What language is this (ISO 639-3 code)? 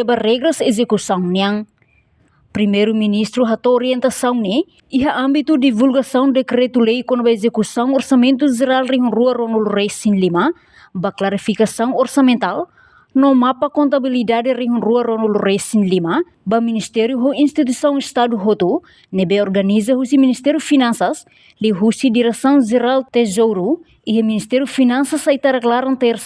tet